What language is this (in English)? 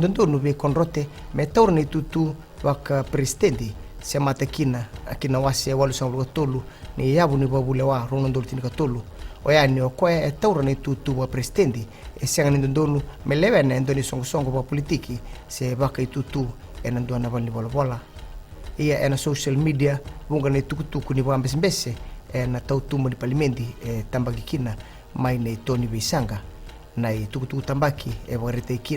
Fijian